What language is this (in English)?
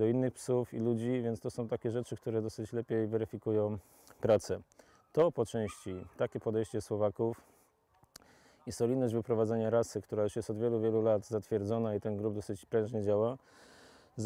Polish